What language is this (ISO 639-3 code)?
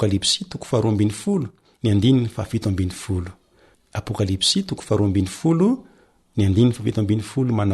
mlg